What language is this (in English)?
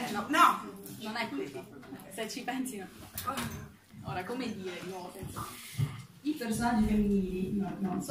Italian